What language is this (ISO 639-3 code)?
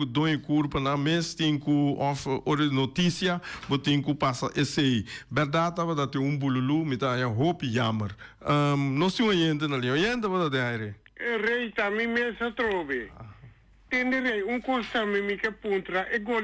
pap